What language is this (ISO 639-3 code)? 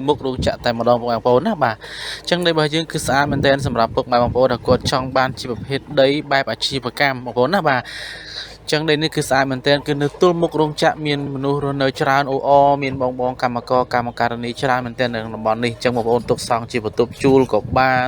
khm